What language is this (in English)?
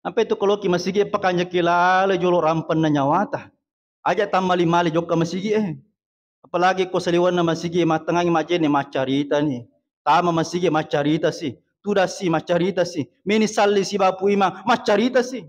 Buginese